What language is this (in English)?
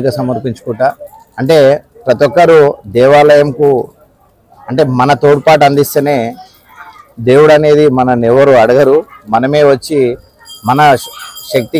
Telugu